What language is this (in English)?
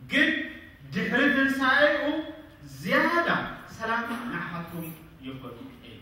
Tigrinya